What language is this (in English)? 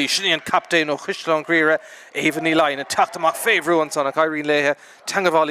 Irish